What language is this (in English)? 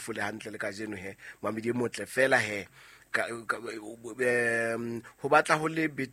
Southern Sotho